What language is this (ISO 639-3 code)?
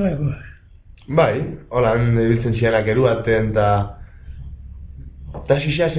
eus